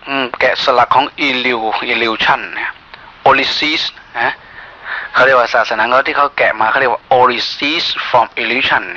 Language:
Thai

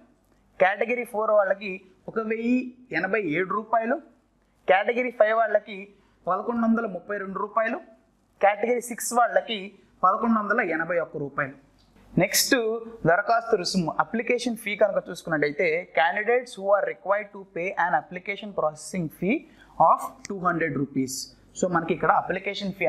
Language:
Telugu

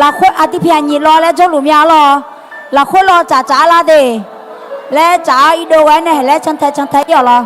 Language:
Akha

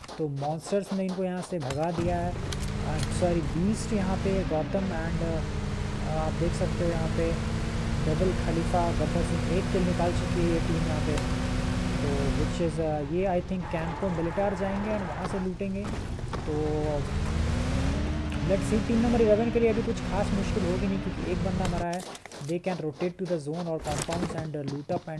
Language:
Hindi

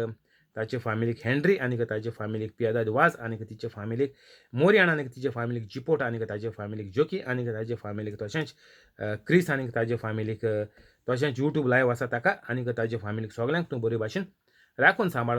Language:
Konkani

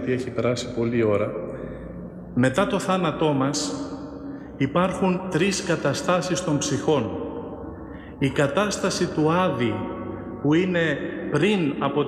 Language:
Greek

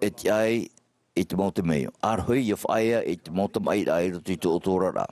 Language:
Tahitian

